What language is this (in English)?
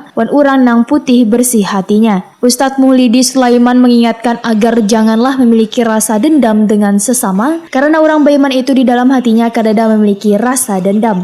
Banjar